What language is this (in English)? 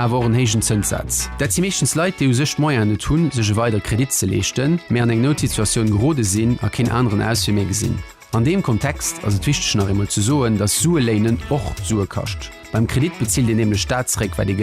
Luxembourgish